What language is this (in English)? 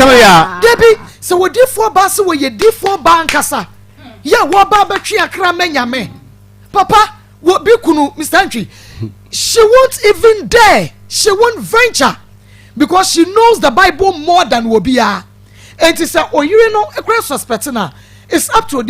Akan